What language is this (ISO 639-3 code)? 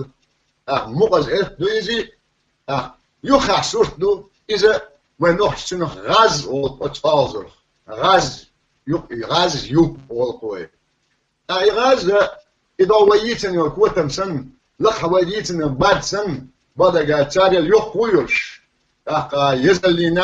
che